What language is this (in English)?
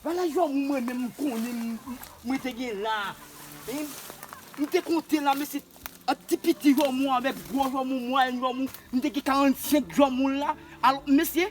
Haitian Creole